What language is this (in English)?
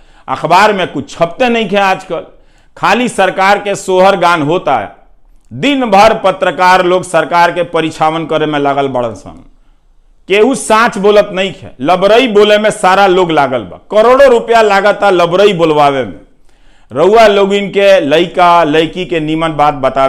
Bhojpuri